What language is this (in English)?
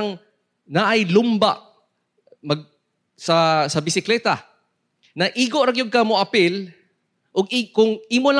Cebuano